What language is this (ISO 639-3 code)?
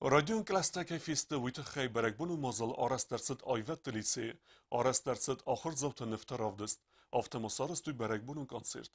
oss